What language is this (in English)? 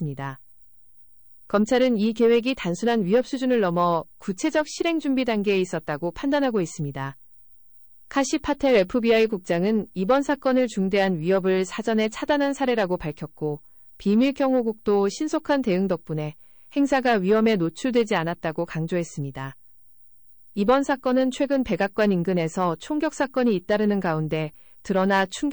Korean